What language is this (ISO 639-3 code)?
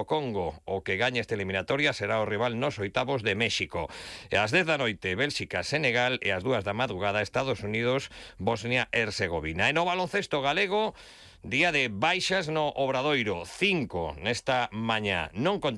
glg